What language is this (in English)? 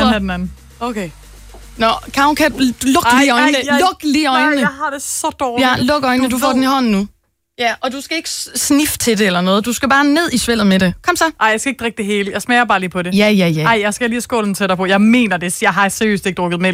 Danish